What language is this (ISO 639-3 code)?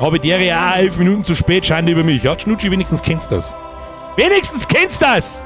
bar